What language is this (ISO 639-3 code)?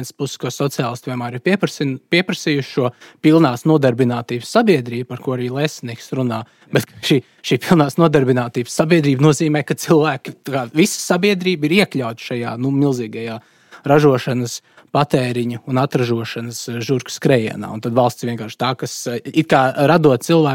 lav